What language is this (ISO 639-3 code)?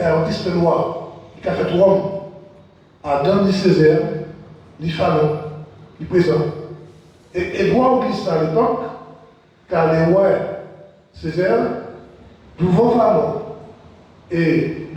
gcf